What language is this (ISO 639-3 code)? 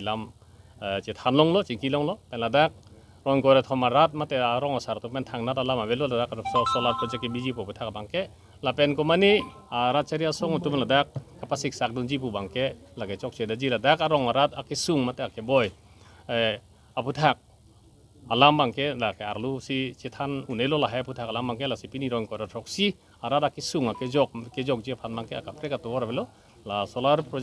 mjw